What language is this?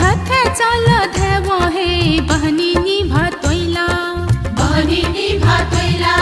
Newari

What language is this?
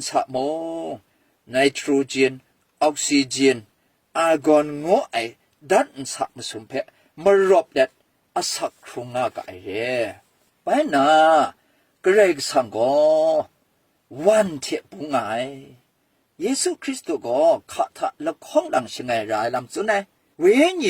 Kachin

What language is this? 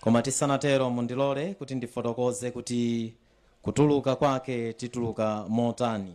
Nyanja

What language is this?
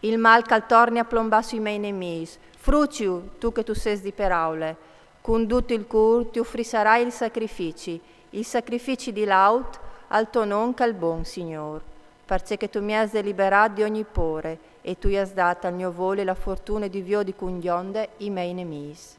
Friulian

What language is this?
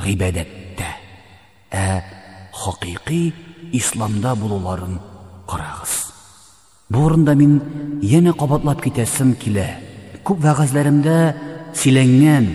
Tatar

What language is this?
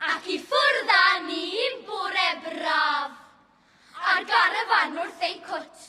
Welsh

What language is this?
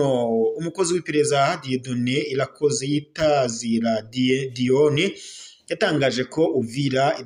Rundi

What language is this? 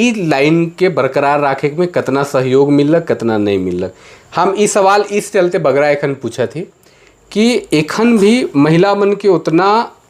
Sadri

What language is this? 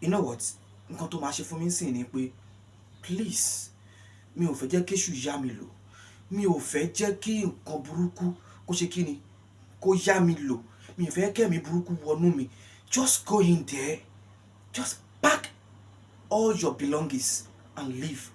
Yoruba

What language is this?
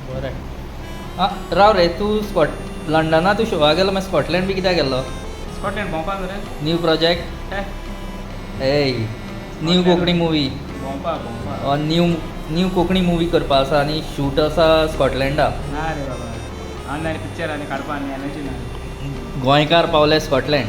Konkani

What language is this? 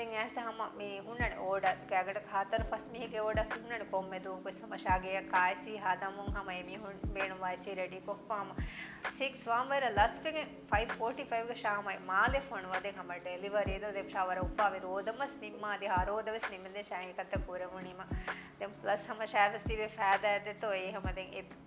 Divehi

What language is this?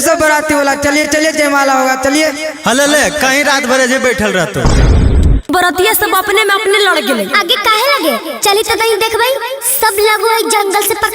Magahi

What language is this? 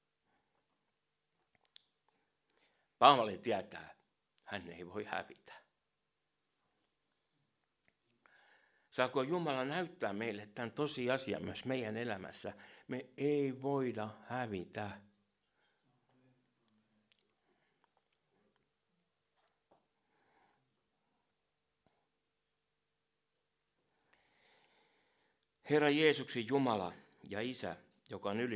Finnish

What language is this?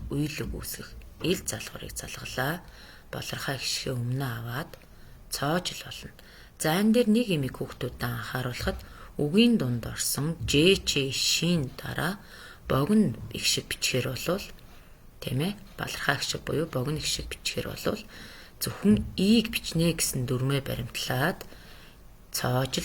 Mongolian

